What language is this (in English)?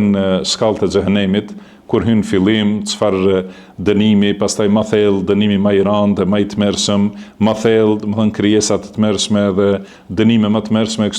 Albanian